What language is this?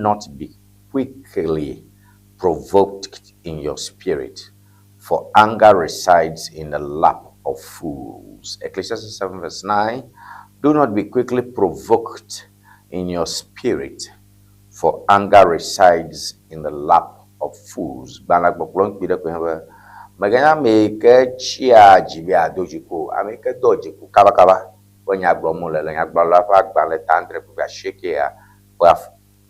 Ewe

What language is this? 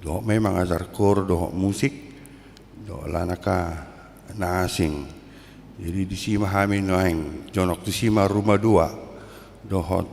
Batak Toba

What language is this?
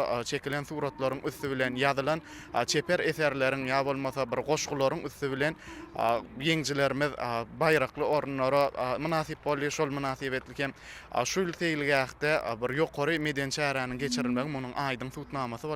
Turkmen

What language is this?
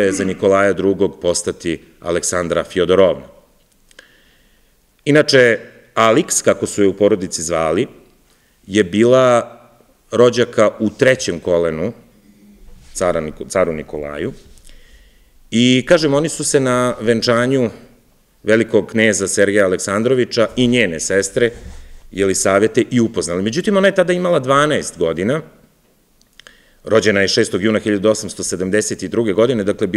Serbian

